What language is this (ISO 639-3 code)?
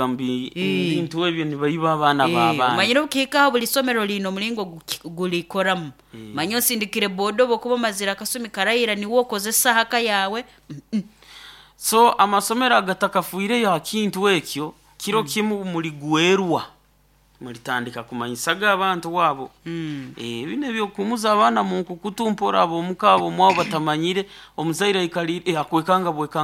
nyo